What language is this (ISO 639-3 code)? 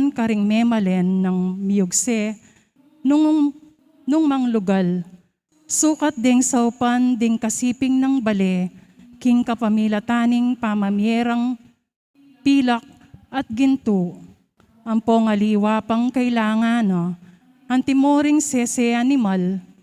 pam